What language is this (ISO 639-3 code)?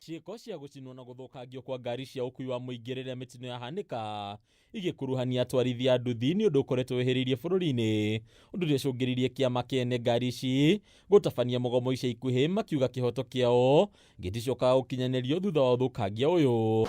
kik